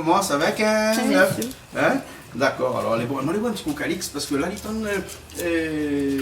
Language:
Réunion Creole French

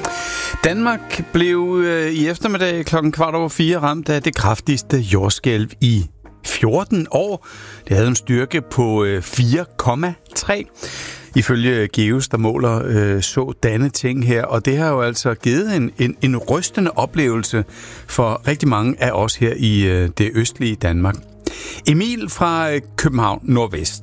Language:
Danish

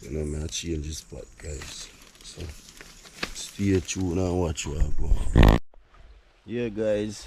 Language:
Jamaican Creole English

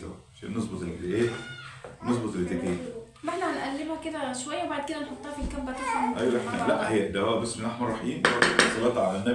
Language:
Egyptian Arabic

